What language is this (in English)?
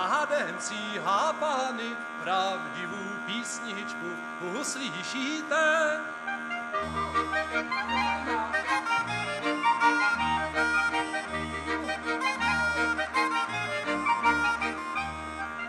Czech